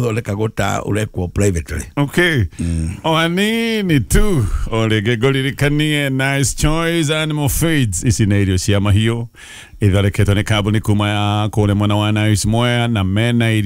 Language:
Kikuyu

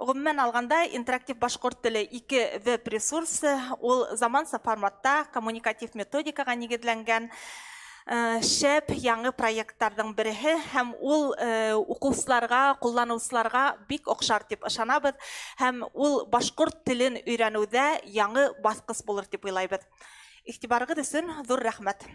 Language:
Bashkir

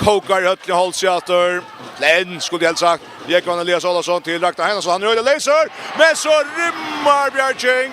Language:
Faroese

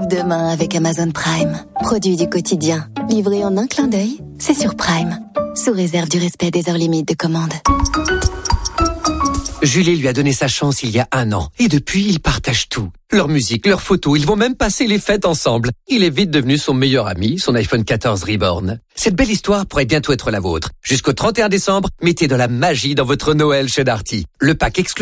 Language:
French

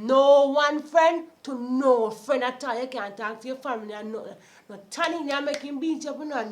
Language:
Jamaican Creole English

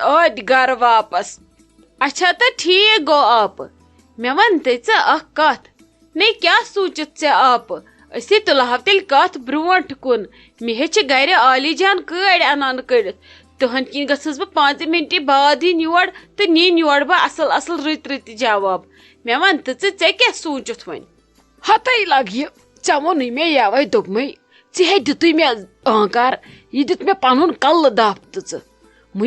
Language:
Kashmiri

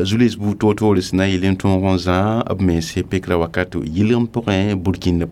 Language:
Mossi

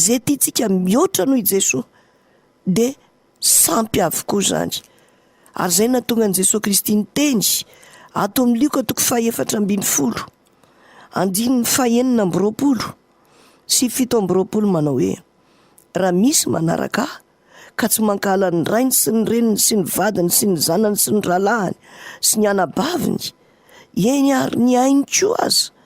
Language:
Malagasy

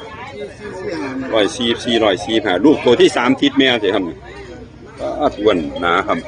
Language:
Northeastern Thai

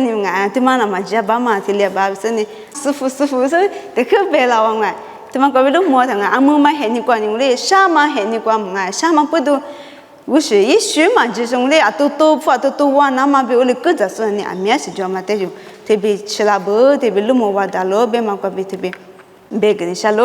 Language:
Lisu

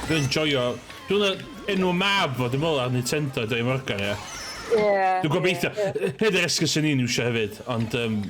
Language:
Welsh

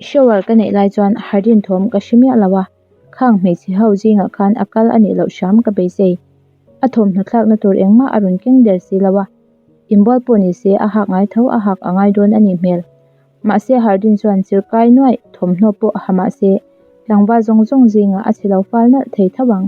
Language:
Mizo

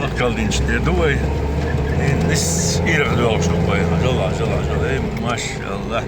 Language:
Chechen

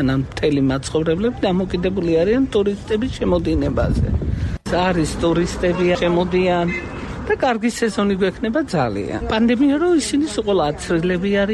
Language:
Georgian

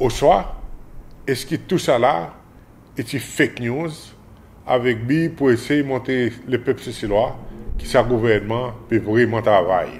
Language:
Seselwa Creole French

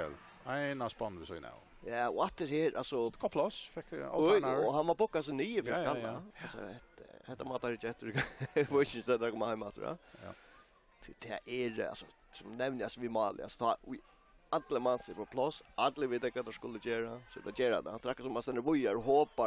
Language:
Faroese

